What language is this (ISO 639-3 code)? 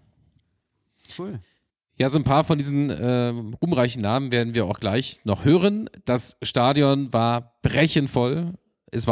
deu